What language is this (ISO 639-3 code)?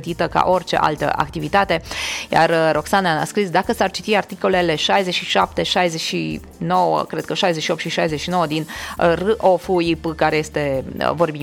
ron